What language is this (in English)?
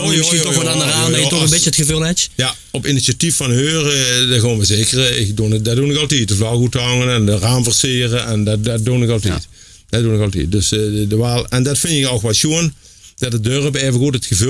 Limburgish